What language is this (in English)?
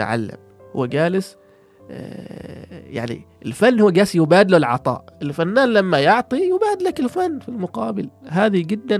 Gulf Arabic